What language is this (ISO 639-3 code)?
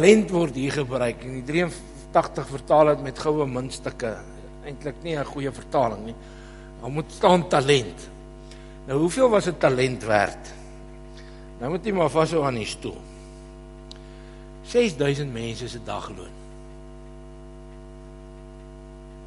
afr